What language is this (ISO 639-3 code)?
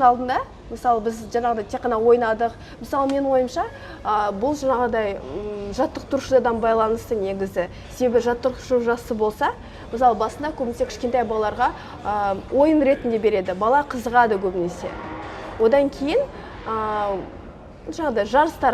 kaz